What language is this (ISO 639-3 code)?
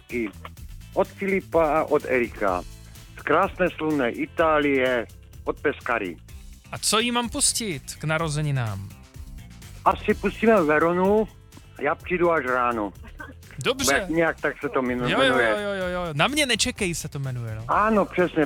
ces